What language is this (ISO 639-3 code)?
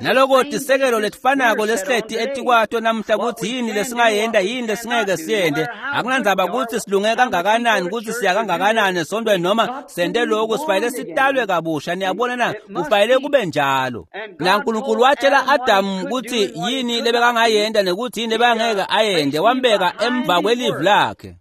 ssw